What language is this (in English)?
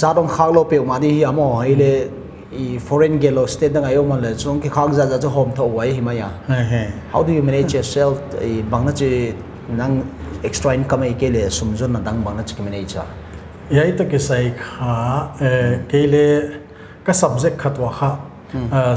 Paite Chin